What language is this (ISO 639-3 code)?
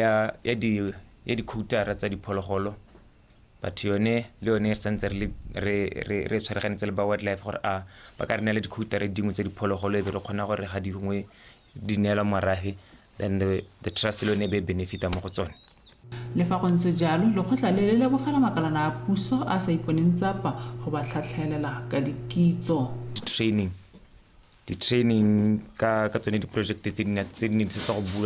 tsn